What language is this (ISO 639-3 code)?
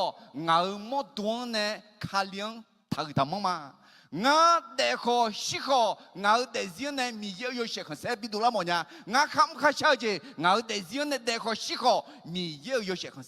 ahk